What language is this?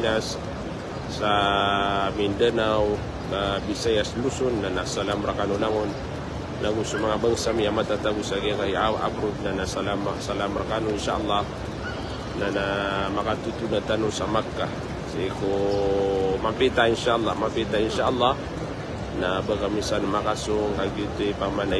Maranao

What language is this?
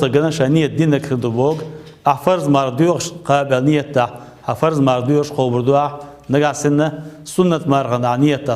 Chechen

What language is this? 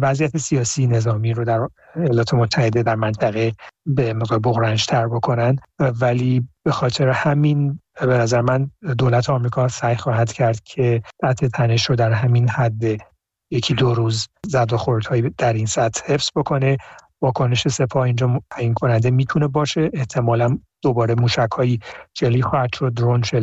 Persian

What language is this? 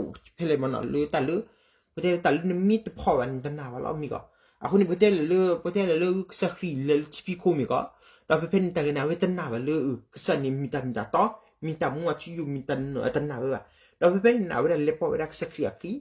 S'gaw Karen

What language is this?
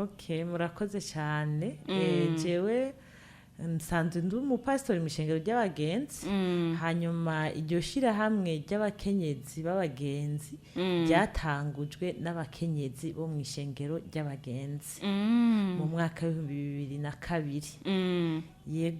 Rundi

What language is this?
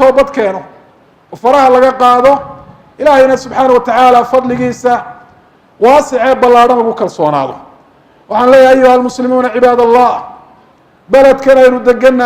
Somali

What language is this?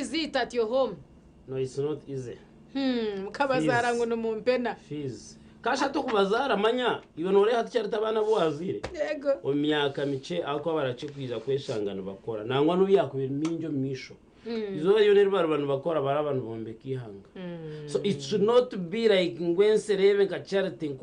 Nyankole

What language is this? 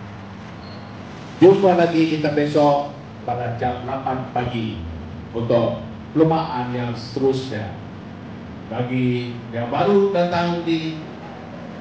Malay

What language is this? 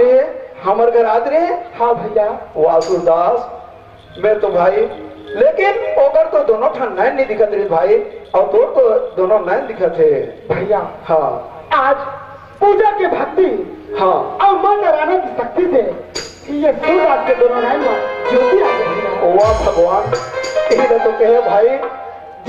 Chhattisgarhi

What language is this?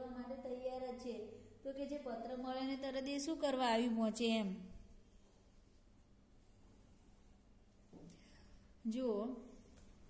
Gujarati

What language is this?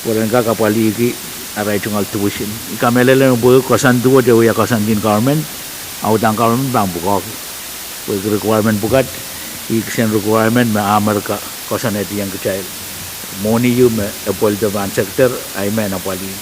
Pohnpeian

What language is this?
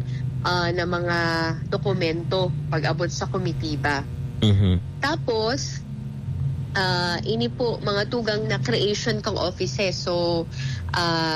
Bikol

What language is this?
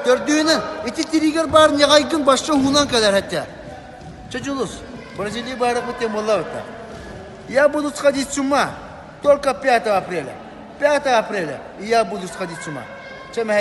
Yakut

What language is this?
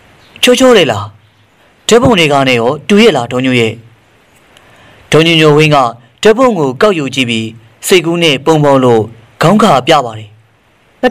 Burmese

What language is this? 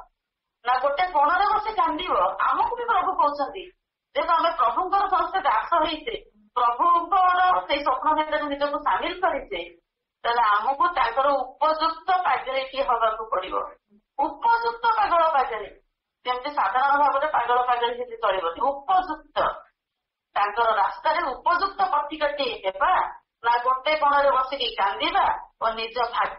Odia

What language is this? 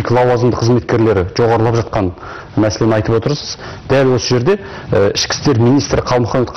Kazakh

